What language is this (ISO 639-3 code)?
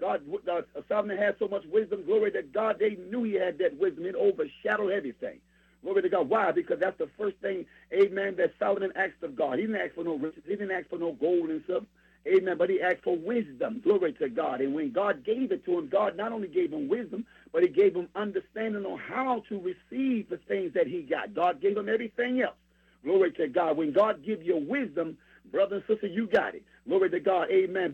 eng